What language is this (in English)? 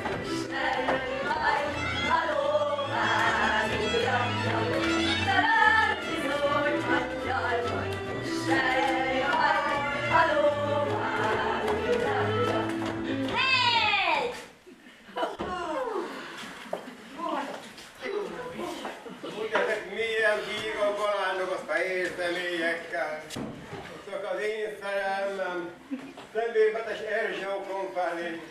Hungarian